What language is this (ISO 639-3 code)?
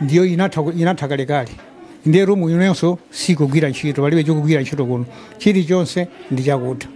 nya